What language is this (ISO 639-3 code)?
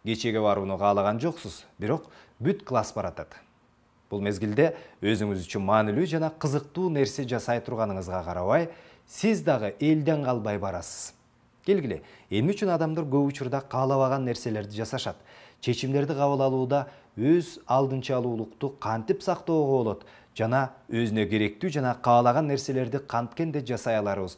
kir